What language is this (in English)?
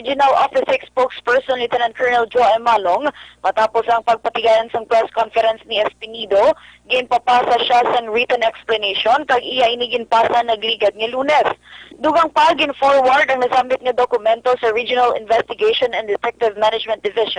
Hiligaynon